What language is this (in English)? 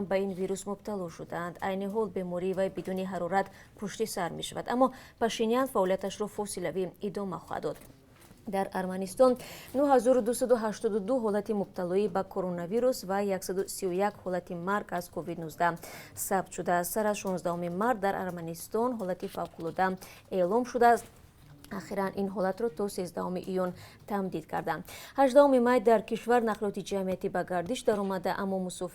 Tajik